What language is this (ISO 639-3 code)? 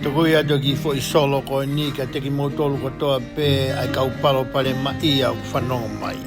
ton